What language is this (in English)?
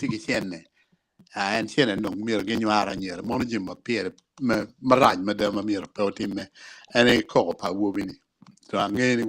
Acoli